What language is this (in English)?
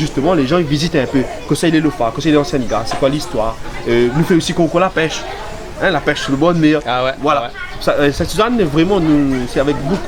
Réunion Creole French